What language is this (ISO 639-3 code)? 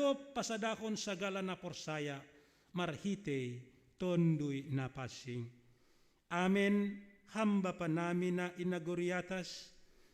bts